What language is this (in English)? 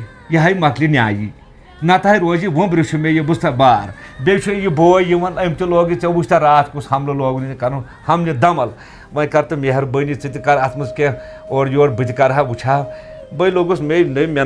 Kashmiri